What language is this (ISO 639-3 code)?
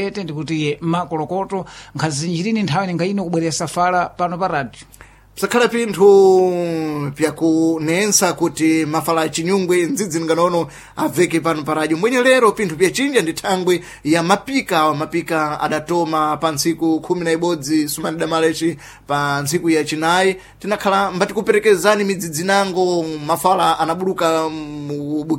seh